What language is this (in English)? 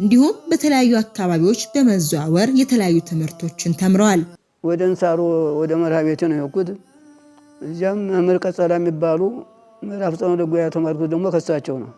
Amharic